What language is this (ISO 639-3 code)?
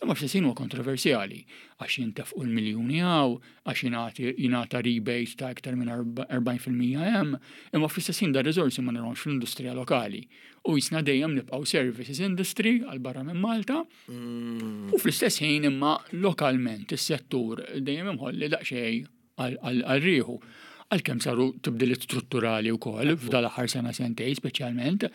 mlt